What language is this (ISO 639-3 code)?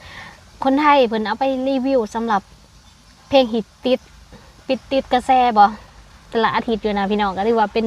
lao